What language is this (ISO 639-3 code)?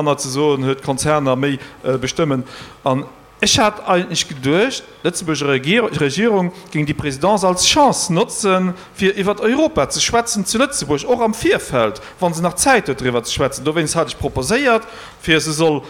ltz